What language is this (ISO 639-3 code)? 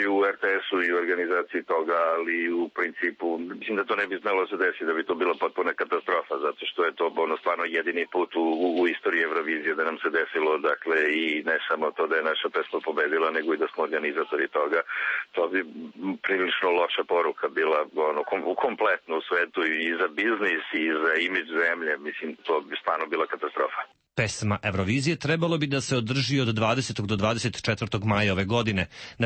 srp